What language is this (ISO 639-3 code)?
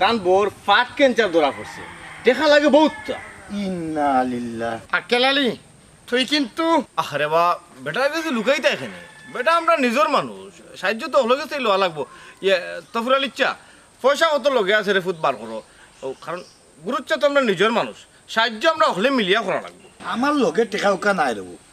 syl